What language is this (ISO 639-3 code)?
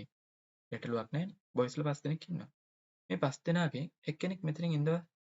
sin